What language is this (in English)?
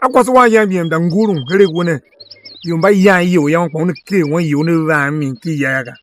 Tiv